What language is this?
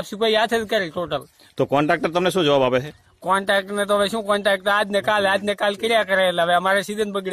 Gujarati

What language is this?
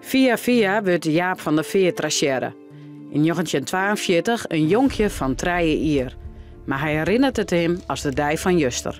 Western Frisian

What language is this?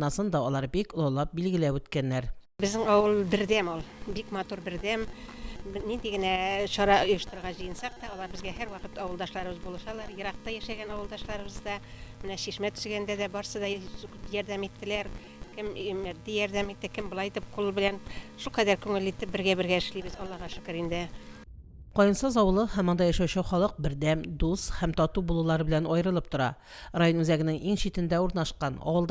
Tatar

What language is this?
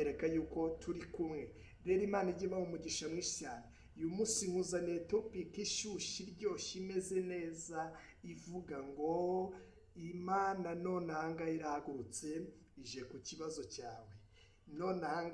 Kinyarwanda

